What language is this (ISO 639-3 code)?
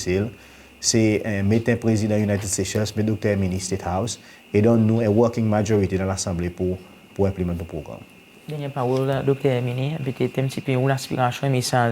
crs